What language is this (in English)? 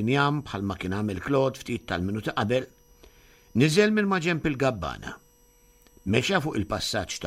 Maltese